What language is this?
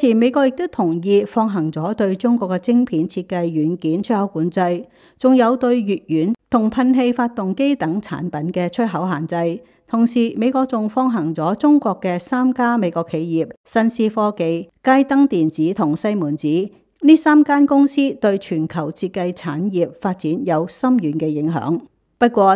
Cantonese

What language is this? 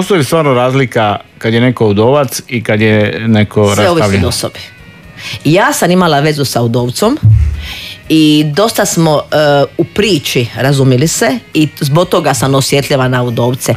Croatian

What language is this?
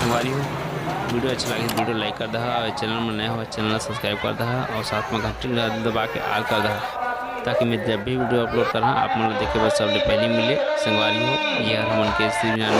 Chhattisgarhi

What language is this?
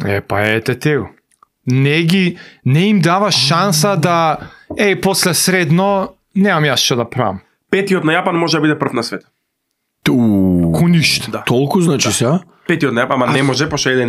Macedonian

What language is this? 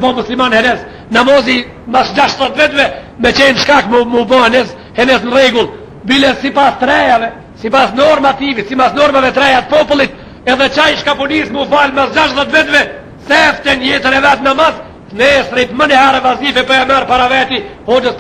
Albanian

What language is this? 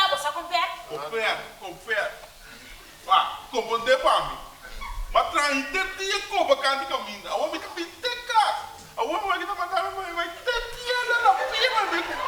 Papiamento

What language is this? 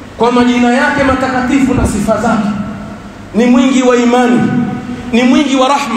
Swahili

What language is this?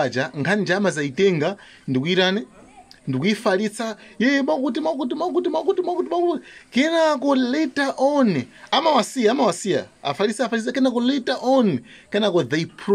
Nyanja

